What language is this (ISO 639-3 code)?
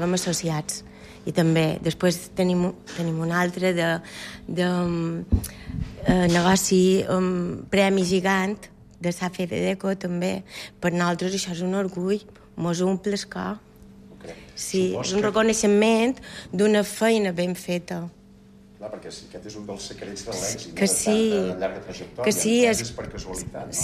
cat